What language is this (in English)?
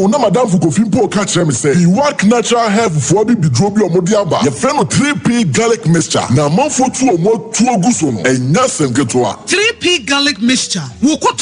Akan